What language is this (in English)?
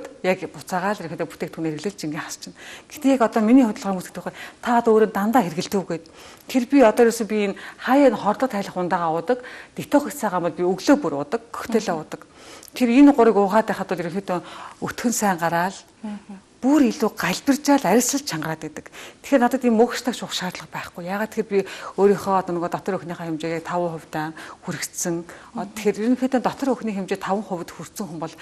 Mongolian